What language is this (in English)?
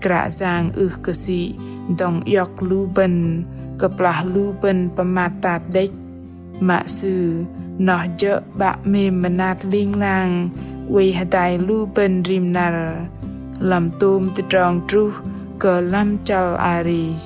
Bahnar